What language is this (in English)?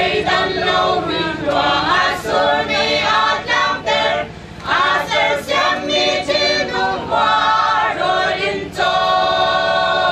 Falam Chin